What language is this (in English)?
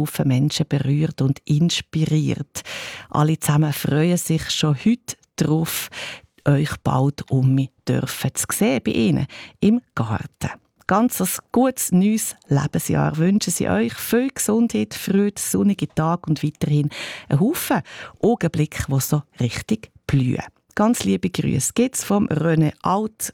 German